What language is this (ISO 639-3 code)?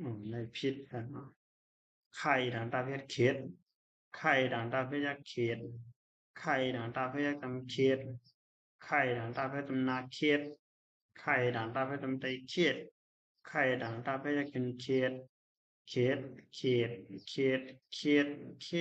shn